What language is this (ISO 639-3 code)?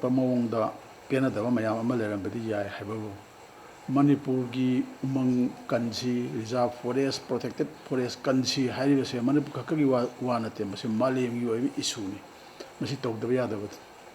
mni